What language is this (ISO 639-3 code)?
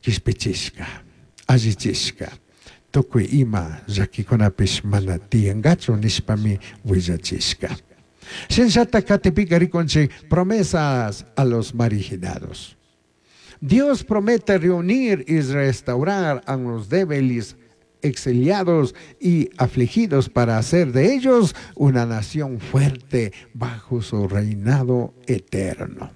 qug